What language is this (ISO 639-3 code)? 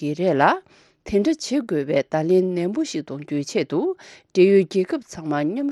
bod